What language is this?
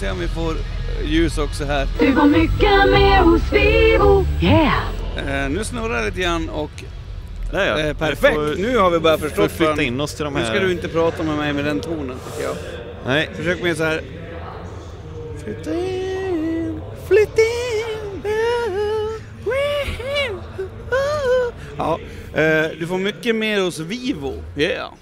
Swedish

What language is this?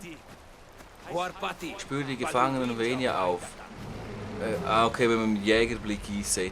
Swiss German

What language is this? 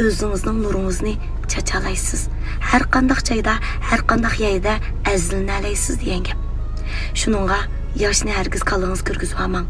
Uyghur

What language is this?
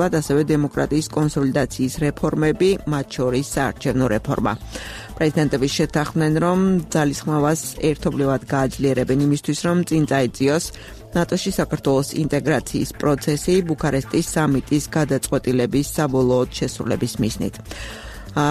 Georgian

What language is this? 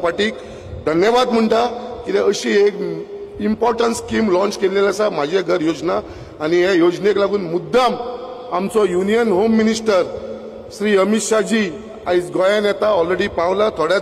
Konkani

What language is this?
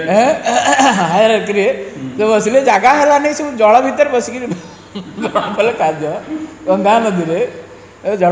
Odia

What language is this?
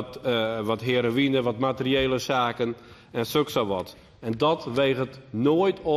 Western Frisian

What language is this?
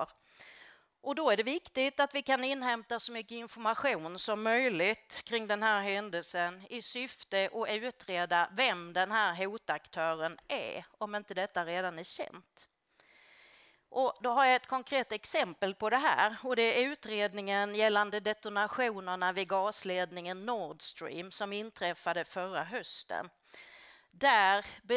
Swedish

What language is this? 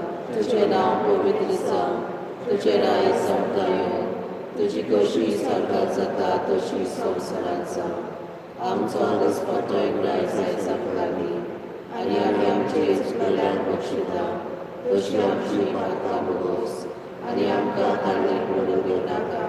Konkani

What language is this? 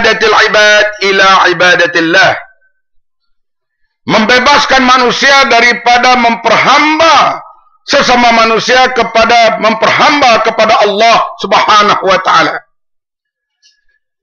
Malay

